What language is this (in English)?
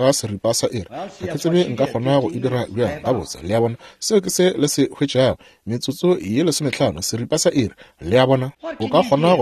Northern Sotho